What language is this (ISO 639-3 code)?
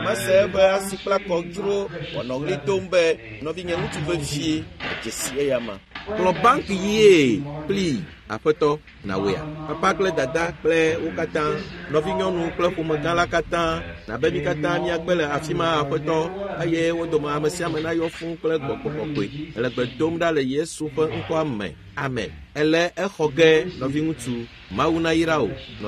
ewe